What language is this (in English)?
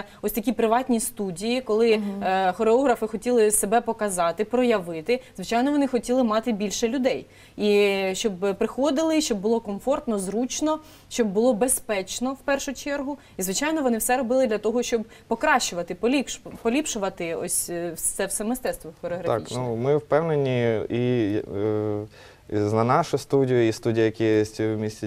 Ukrainian